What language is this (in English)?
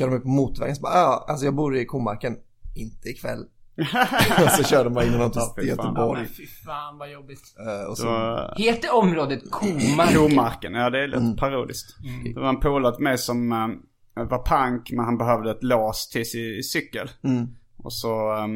Swedish